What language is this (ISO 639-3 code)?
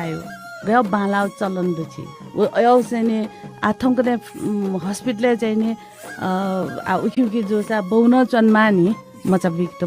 new